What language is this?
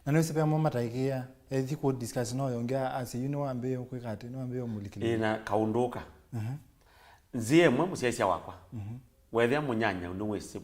Kamba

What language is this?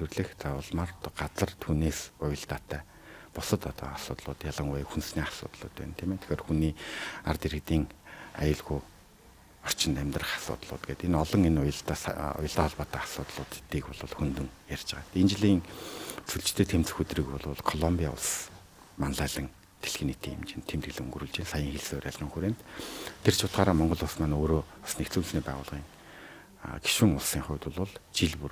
Mongolian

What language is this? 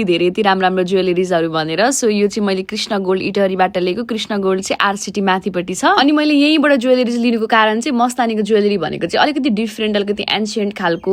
Nepali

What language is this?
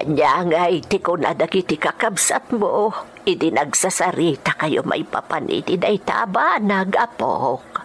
Iloko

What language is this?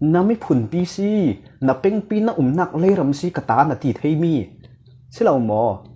Hakha Chin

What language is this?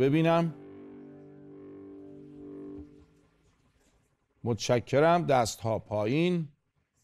Persian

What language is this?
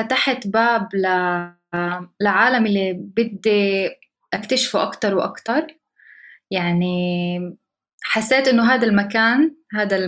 North Levantine Arabic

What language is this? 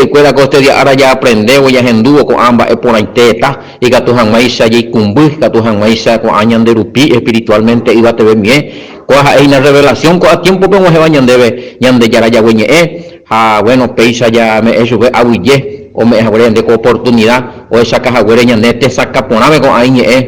Guarani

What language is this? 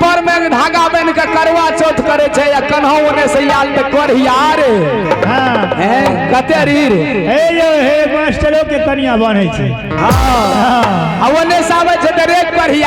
Maithili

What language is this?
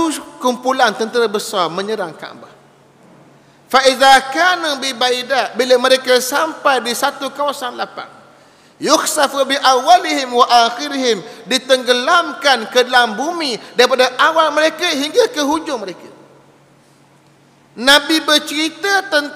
Malay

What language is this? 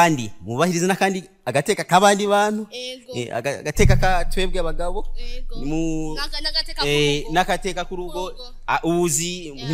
Rundi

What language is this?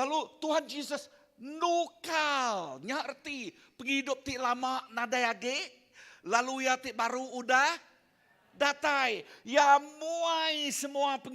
Iban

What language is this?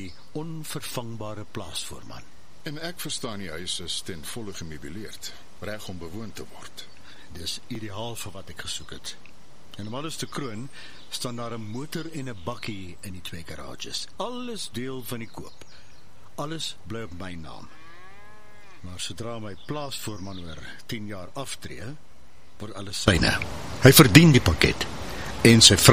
Afrikaans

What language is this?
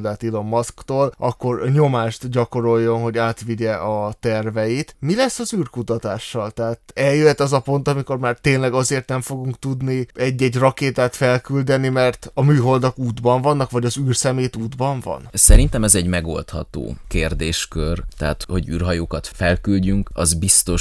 Hungarian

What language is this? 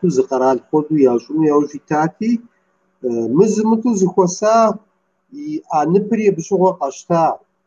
Kabardian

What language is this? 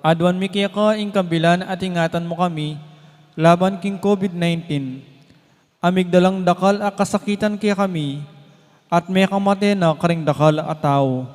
Pampanga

